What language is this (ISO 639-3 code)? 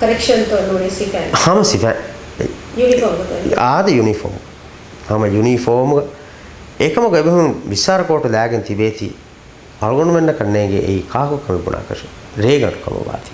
div